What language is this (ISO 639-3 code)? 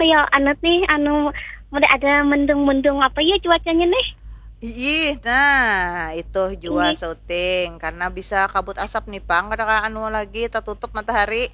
bjn